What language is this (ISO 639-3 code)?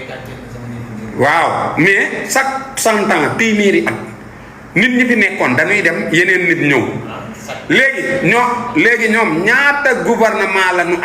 wol